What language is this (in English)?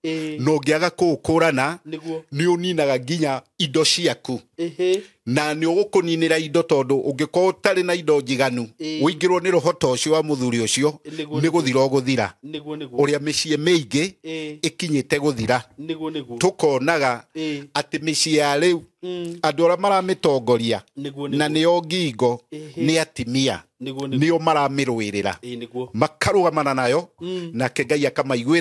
Kikuyu